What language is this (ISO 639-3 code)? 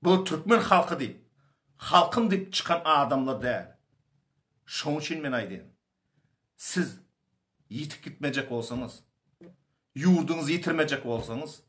tuk